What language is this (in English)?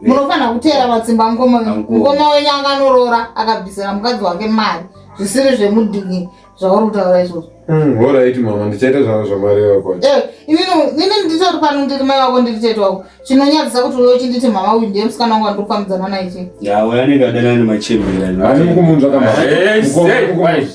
Shona